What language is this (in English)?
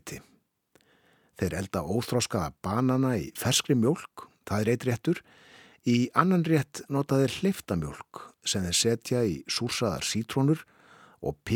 Icelandic